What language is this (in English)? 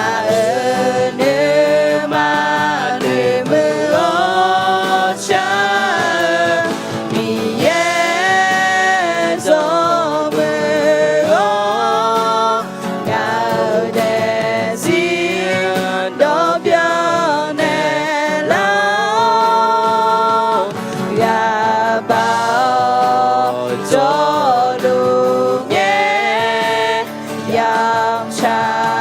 Akha